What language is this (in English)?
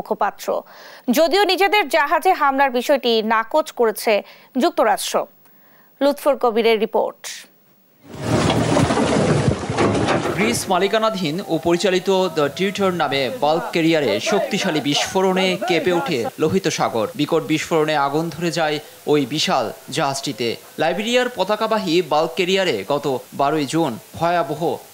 Bangla